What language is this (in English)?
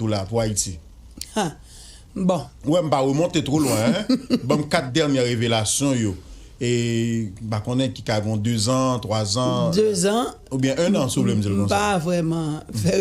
Haitian Creole